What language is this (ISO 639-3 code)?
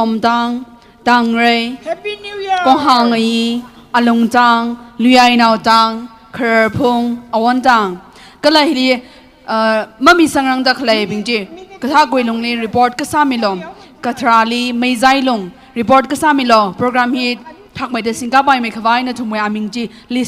nmf